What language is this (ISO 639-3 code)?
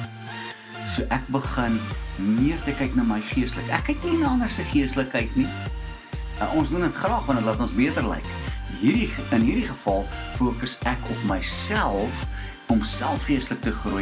afr